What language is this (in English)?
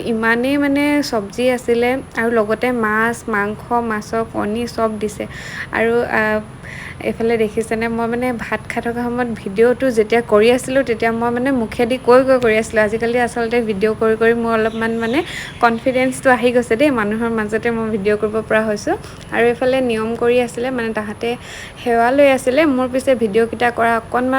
Assamese